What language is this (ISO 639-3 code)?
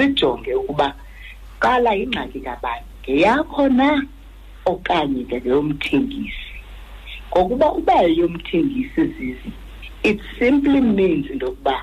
xho